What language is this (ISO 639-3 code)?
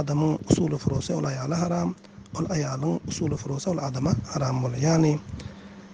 tuk